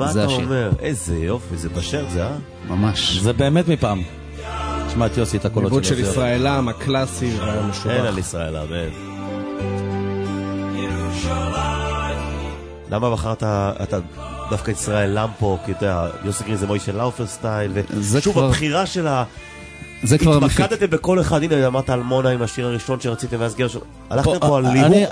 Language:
Hebrew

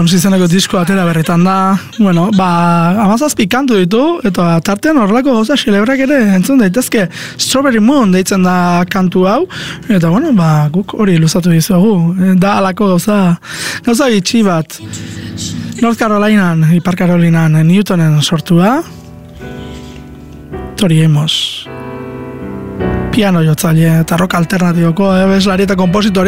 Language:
Basque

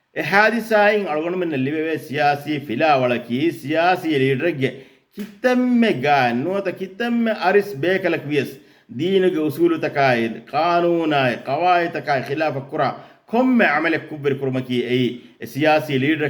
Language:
Divehi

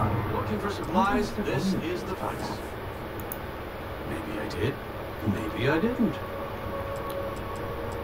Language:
English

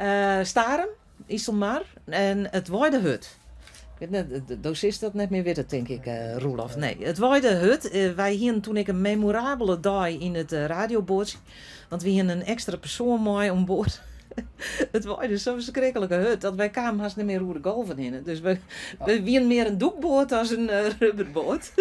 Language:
Western Frisian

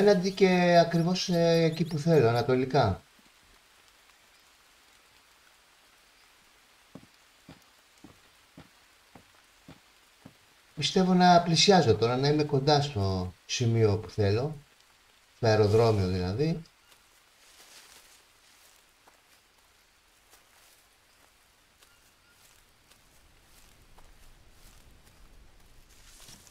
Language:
Greek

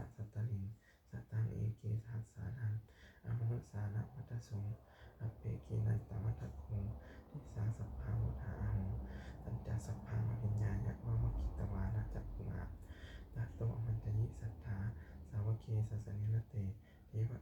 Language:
Pali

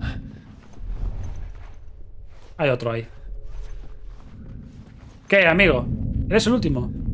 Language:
Spanish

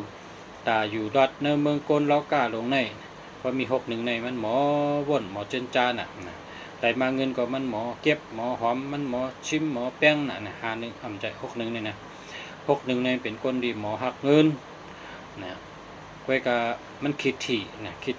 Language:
Shan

